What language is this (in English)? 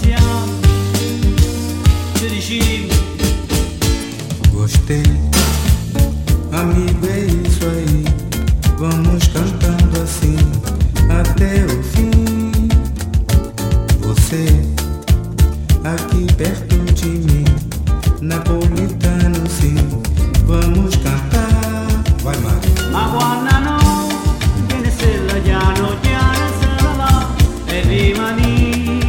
Portuguese